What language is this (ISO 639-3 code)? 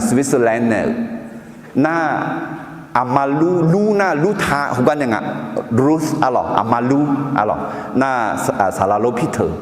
ahk